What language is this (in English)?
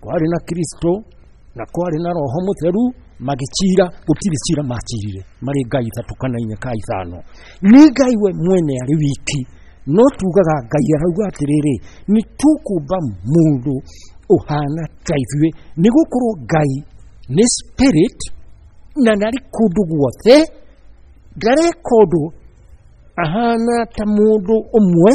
Kikuyu